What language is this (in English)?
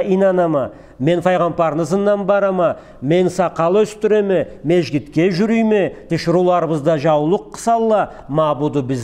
Karachay-Balkar